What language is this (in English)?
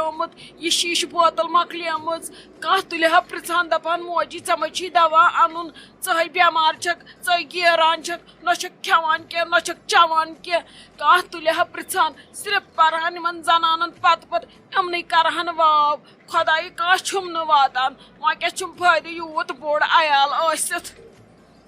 Kashmiri